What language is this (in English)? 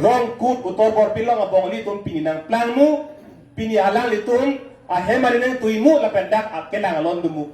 Karbi